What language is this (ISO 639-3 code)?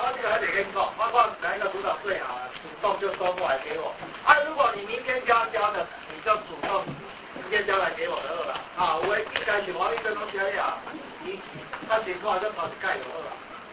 zho